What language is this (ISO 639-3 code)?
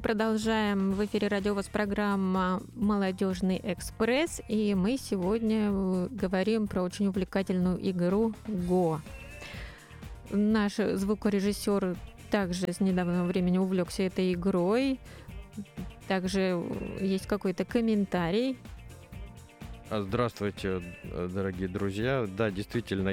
rus